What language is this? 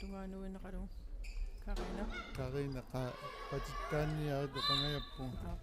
Kalaallisut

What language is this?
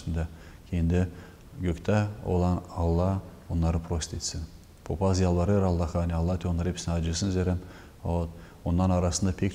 Gagauz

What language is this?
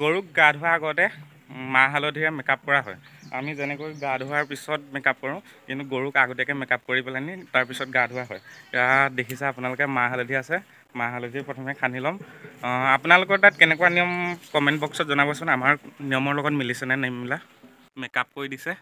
Assamese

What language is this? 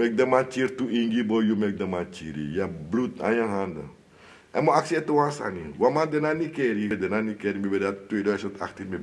Sranan Tongo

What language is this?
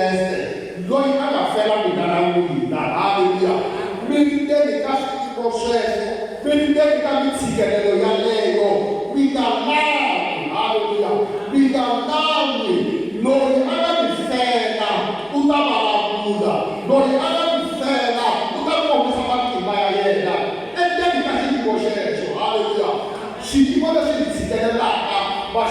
Tsonga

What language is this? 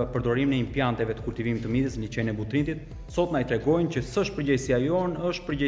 Albanian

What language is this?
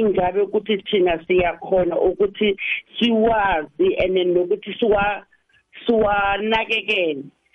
South Ndebele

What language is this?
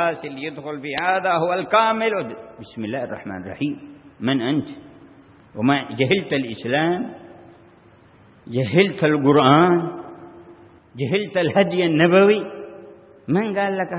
Arabic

